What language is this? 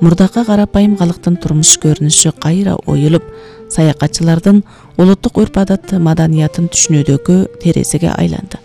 Kyrgyz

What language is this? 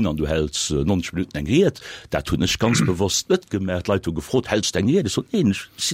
Luxembourgish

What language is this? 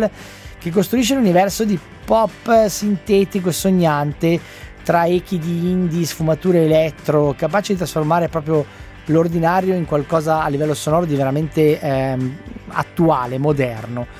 Italian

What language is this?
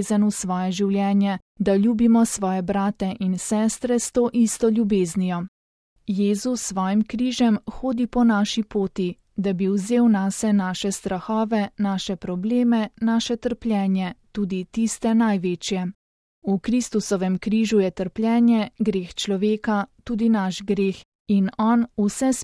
Slovenian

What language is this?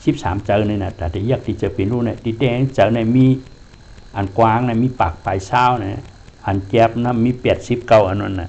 Shan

